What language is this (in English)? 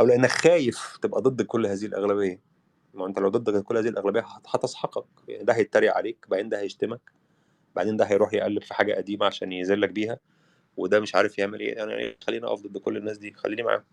Egyptian Arabic